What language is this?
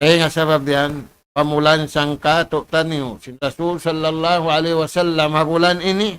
Tausug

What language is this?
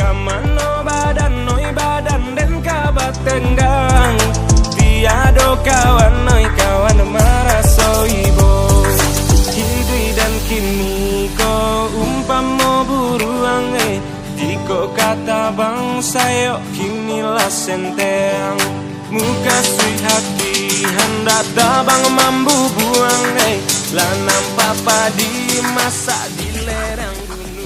Minangkabau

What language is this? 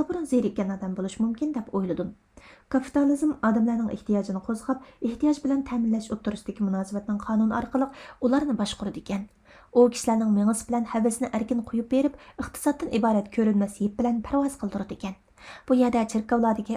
Uyghur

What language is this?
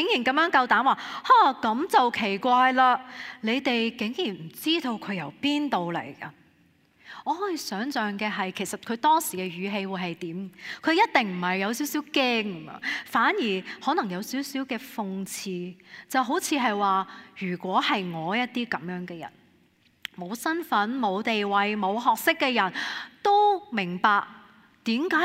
Cantonese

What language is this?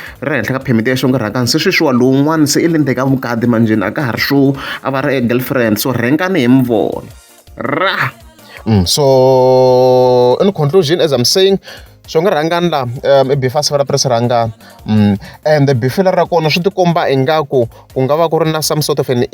Tsonga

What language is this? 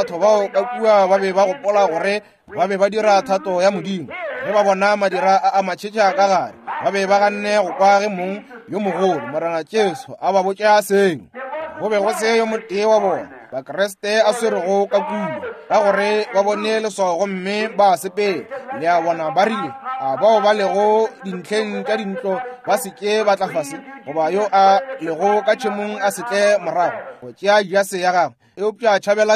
Northern Sotho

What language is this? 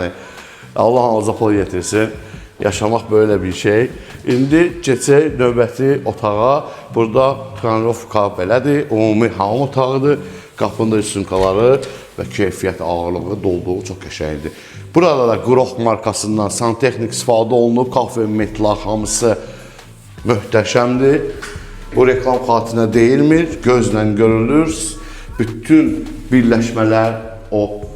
Azerbaijani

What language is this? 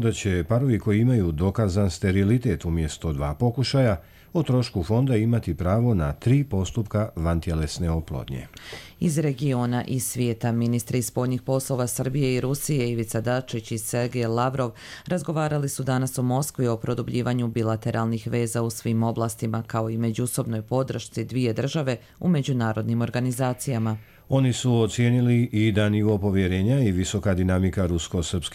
Croatian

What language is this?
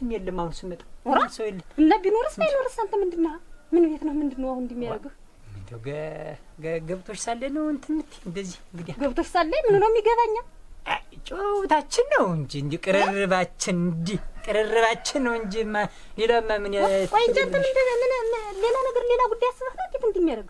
Amharic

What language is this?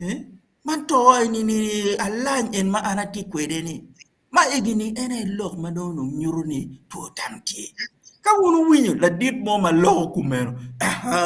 Acoli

